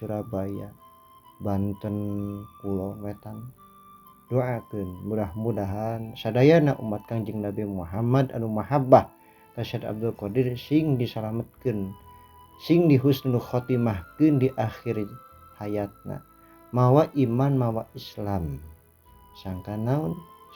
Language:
Sundanese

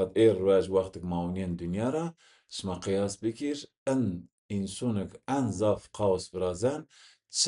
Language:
Zaza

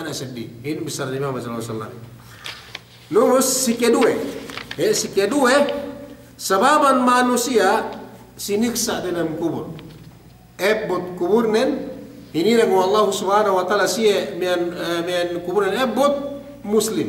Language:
Yakan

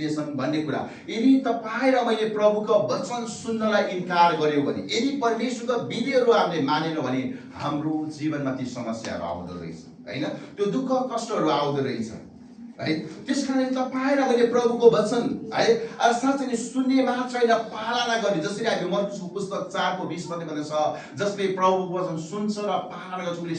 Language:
Nepali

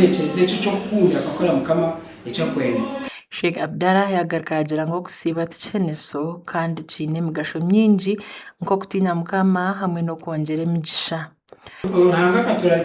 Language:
Nyankole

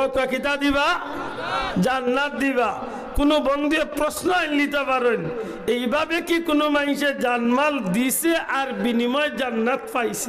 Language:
Sylheti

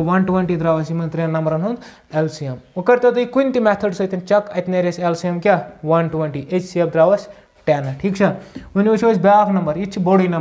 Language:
Kashmiri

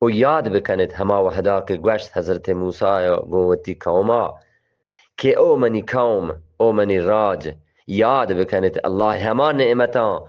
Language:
Eastern Balochi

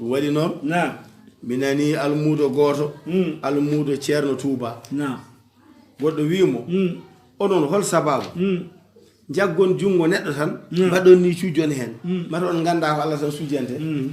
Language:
Fula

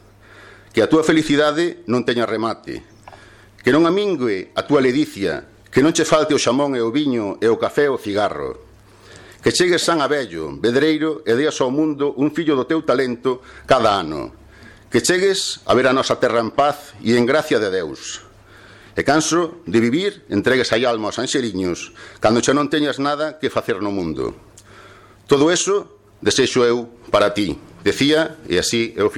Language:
Galician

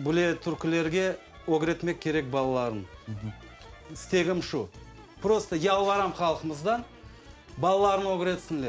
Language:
Crimean Tatar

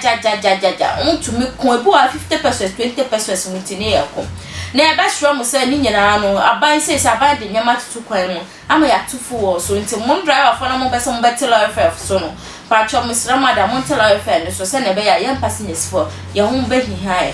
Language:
Akan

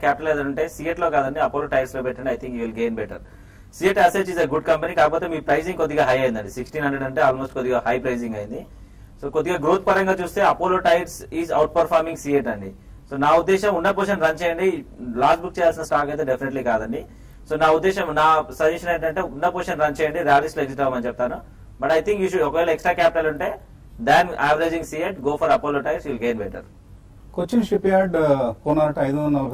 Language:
Telugu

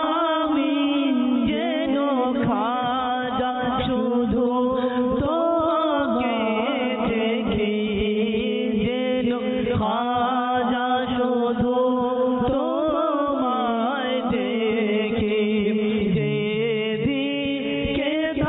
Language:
Bangla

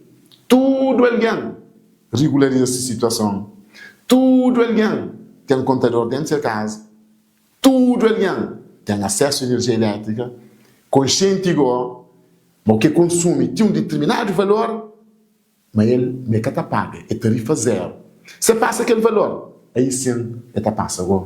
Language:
Kabuverdianu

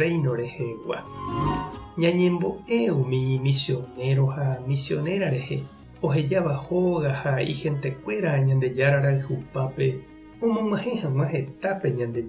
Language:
Guarani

